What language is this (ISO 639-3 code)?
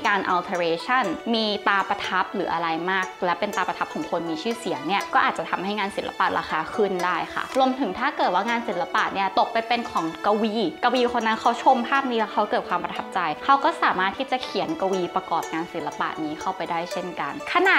tha